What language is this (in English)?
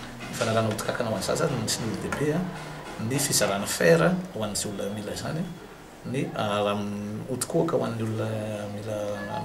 Malagasy